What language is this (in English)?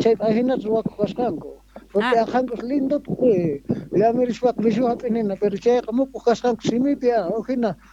Quechua